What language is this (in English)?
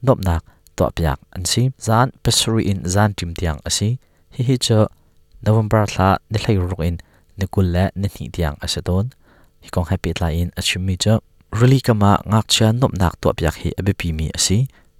Hakha Chin